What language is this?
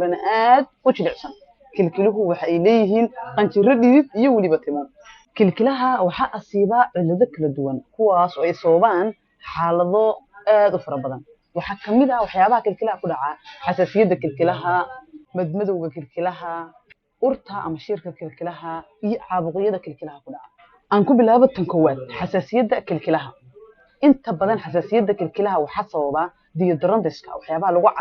Somali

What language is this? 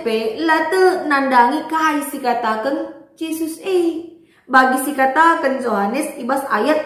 Batak Karo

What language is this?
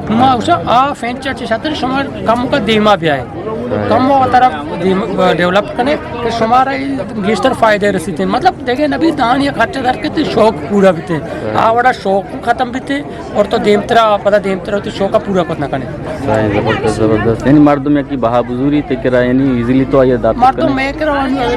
Eastern Balochi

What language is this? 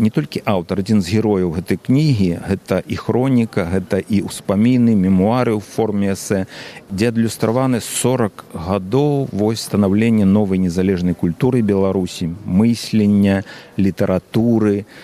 Belarusian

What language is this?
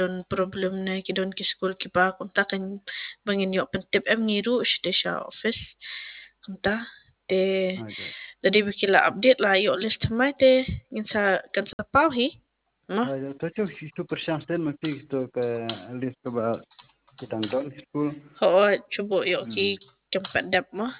Khasi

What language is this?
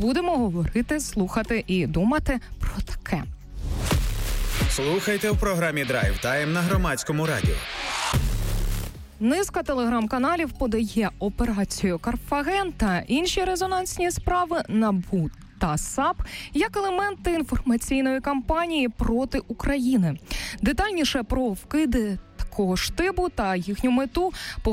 Ukrainian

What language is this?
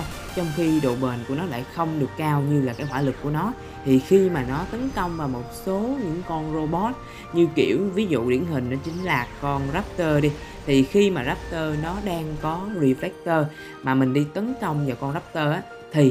Vietnamese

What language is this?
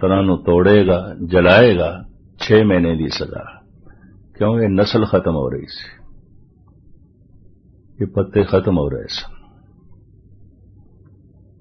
Punjabi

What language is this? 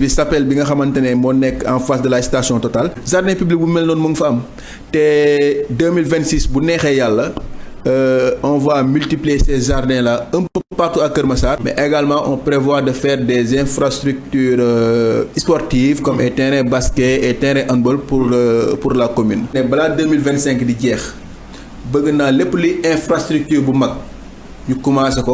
Wolof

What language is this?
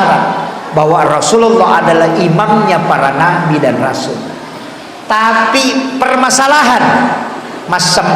Buginese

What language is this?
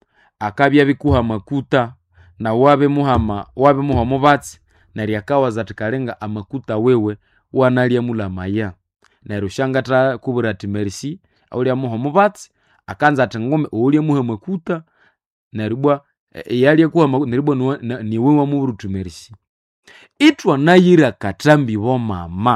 Nande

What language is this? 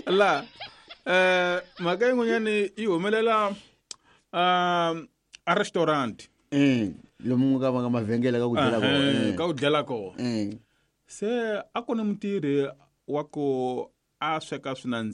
Tsonga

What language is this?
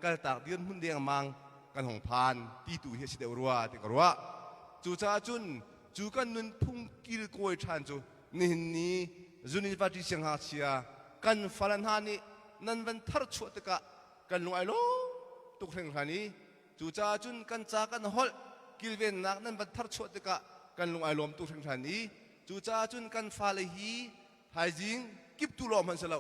Hakha Chin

